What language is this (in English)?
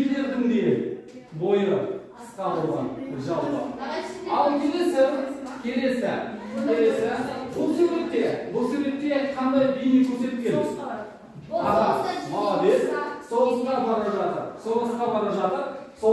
Kazakh